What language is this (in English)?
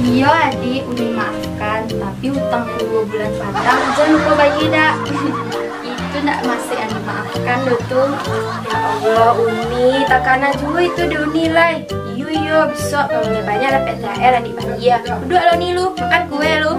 Minangkabau